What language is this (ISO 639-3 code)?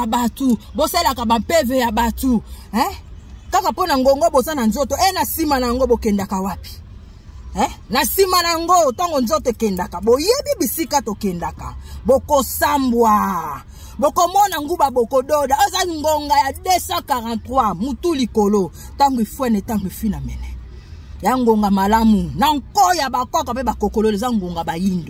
lin